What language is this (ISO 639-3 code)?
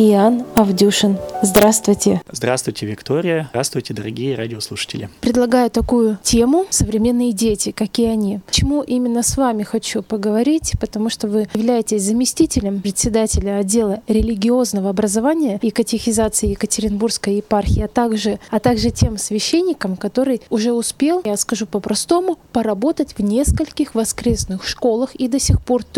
rus